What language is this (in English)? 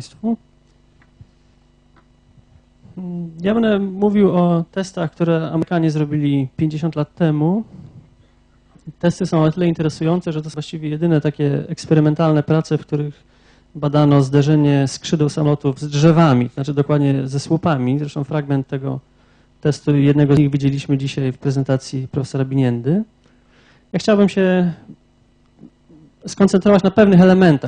Polish